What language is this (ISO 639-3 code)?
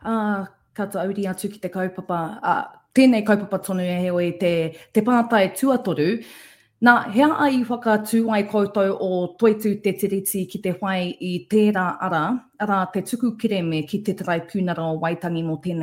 mri